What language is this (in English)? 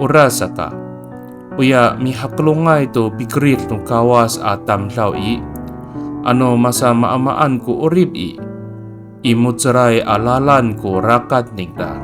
Amis